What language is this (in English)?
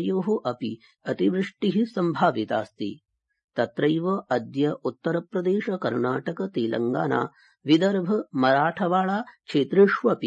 Sanskrit